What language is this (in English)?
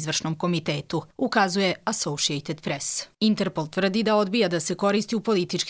Serbian